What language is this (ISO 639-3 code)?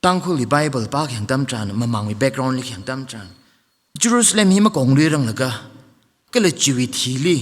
nmf